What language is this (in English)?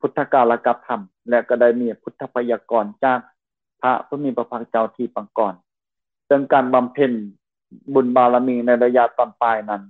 Lao